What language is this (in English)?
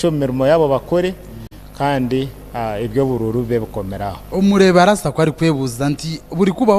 Nyankole